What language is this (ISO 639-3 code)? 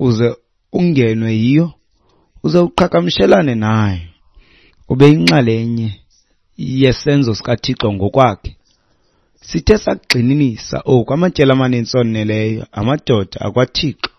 xho